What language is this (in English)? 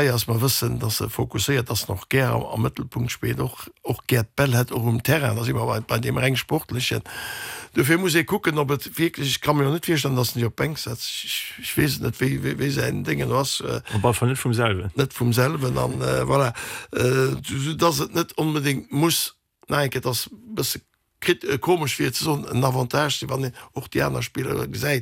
Luxembourgish